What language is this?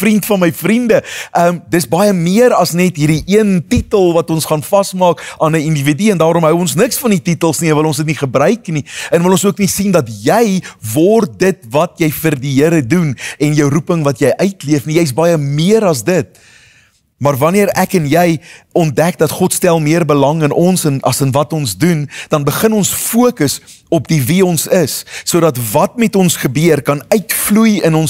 Afrikaans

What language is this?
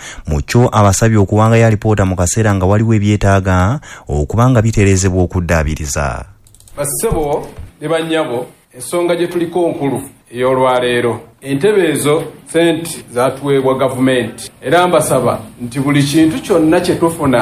Ganda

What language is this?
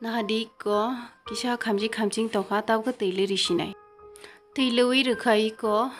Kok Borok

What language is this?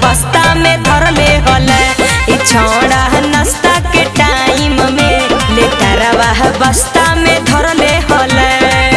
Magahi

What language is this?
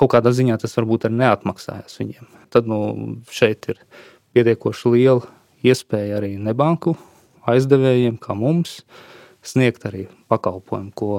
Latvian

